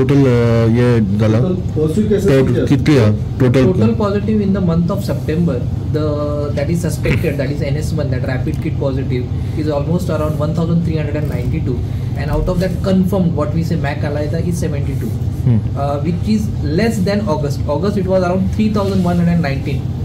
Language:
Konkani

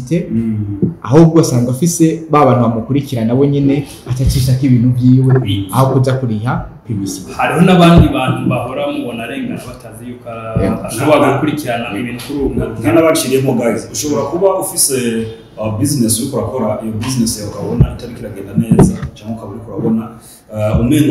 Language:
Rundi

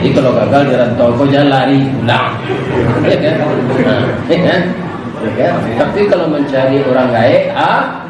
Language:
Minangkabau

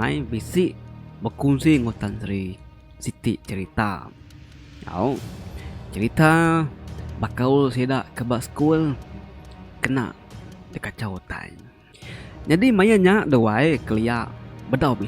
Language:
Iban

